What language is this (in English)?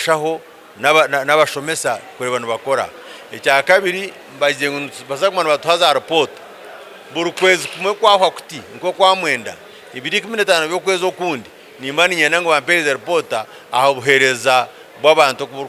Nyankole